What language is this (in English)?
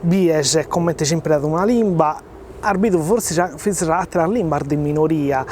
Sardinian